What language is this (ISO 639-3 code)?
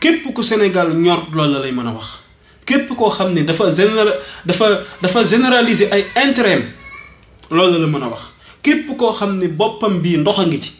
wol